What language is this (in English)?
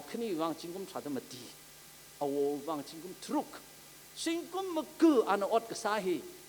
Tangkhul Naga (India)